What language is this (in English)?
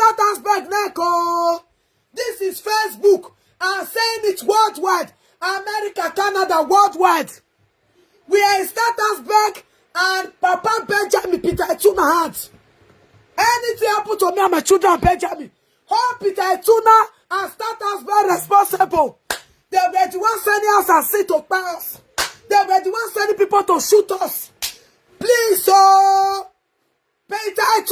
Nigerian Pidgin